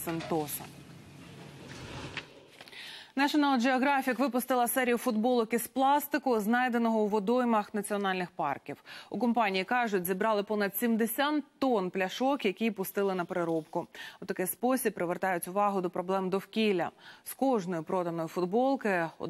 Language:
Ukrainian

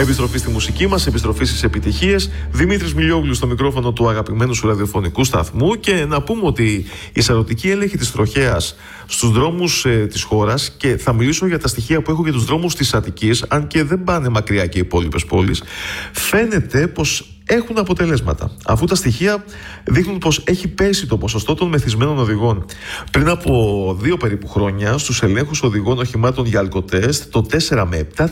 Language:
Greek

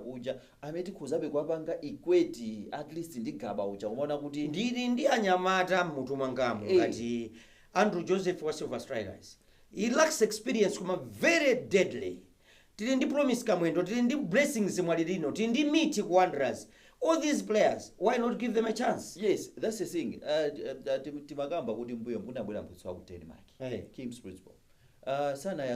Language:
Nyanja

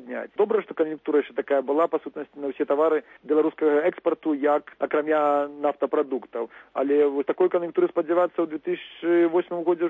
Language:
Belarusian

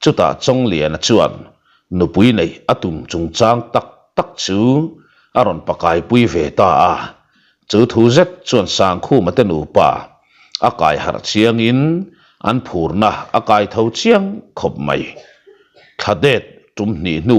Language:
Mizo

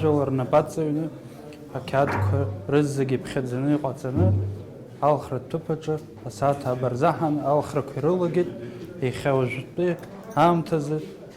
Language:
Abkhazian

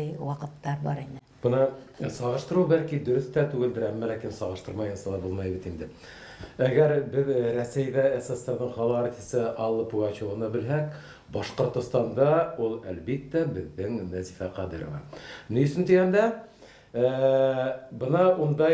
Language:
Bashkir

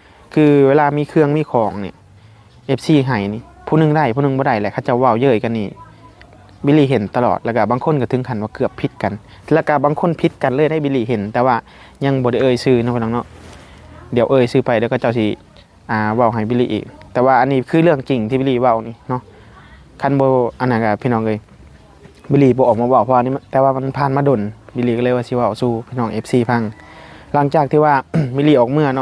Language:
Lao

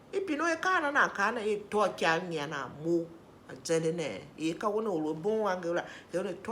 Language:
Tiv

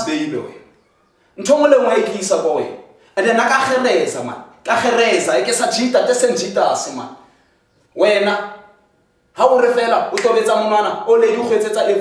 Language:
Tswana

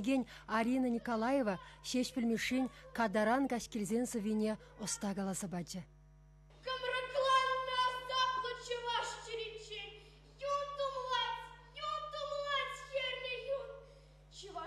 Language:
Chuvash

